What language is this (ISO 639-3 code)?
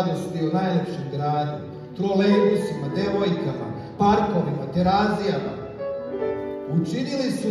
srp